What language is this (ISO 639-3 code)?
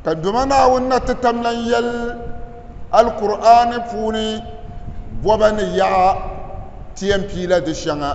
dag